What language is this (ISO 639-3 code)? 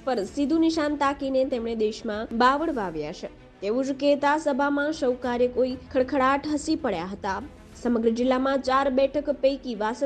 guj